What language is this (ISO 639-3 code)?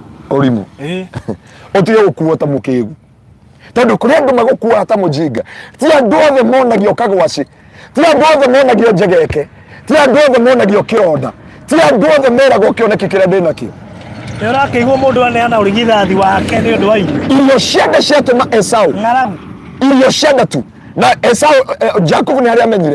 kik